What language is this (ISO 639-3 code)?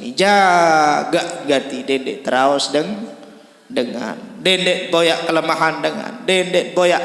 sas